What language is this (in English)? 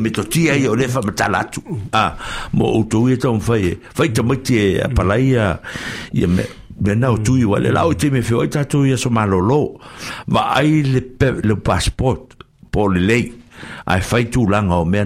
Samoan